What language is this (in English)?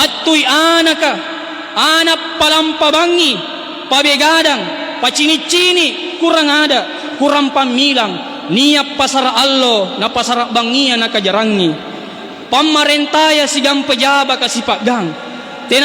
Makasar